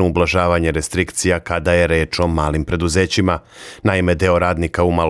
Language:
Serbian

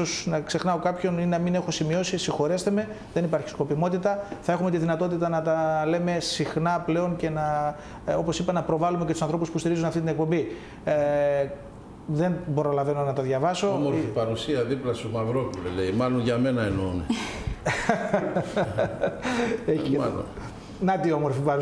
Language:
Greek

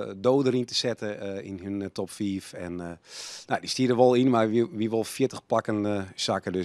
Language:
Western Frisian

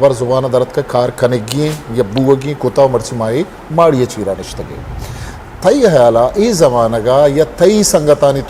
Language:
Eastern Balochi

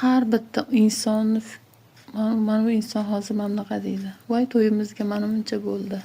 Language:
Uzbek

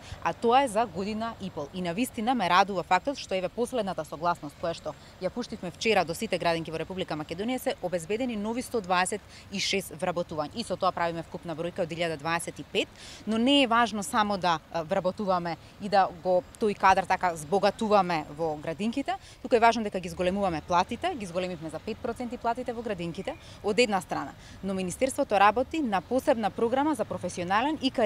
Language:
Macedonian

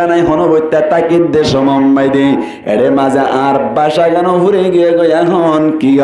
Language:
Rohingya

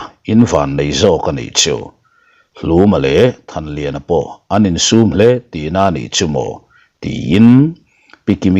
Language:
Mizo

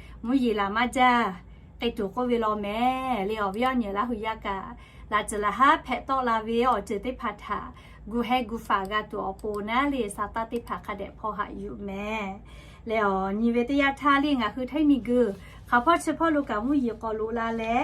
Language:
Lahu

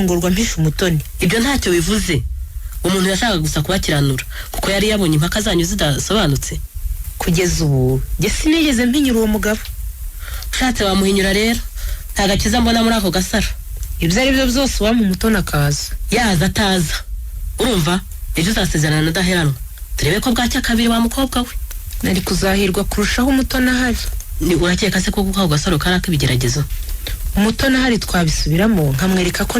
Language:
Kinyarwanda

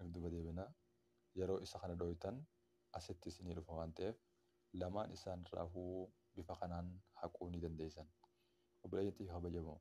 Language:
Oromo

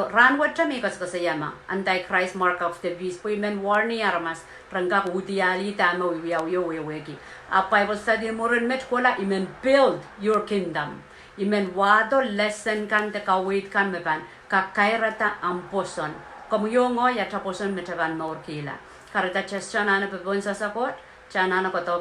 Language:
Pohnpeian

